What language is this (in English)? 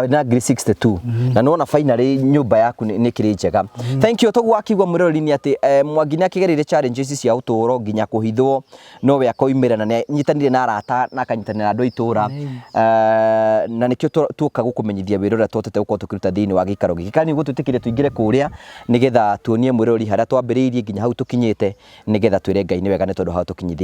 Kikuyu